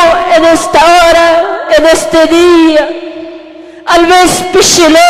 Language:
Tzotzil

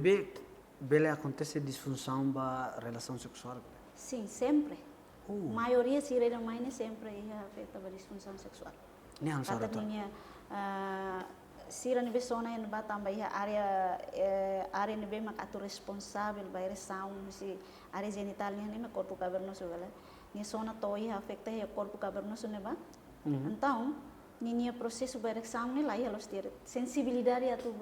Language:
Tetum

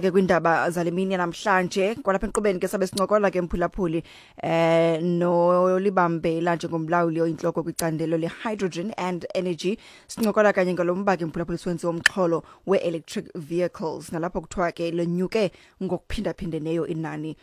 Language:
Xhosa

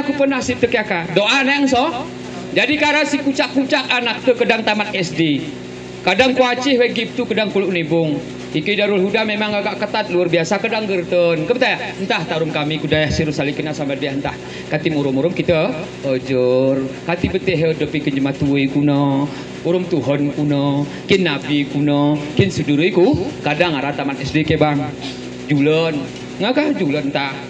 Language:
Gayo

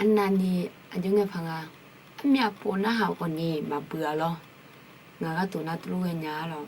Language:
Akha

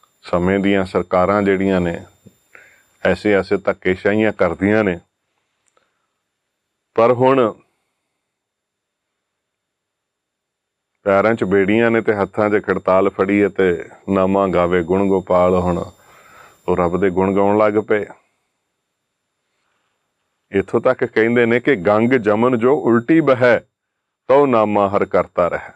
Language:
Punjabi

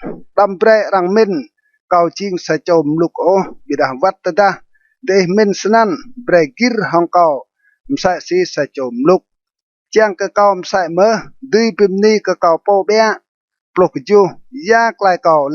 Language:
Rade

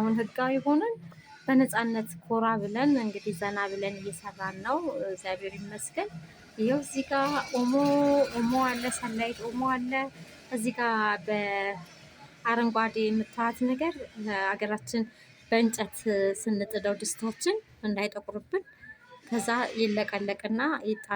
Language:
Amharic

